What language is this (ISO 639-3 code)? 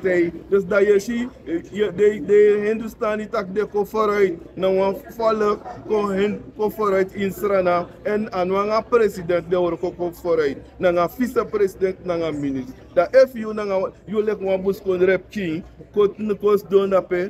srn